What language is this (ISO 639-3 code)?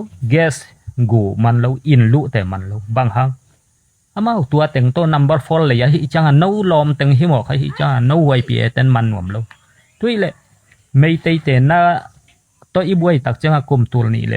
ctd